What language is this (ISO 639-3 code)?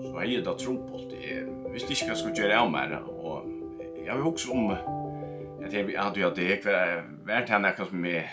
fao